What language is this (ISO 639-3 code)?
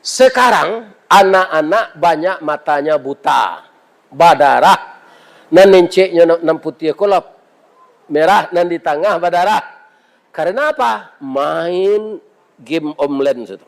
min